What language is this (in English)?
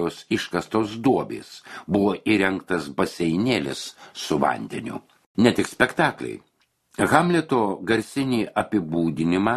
Lithuanian